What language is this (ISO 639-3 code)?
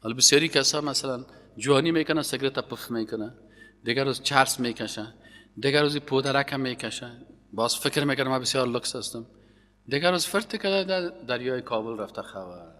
fas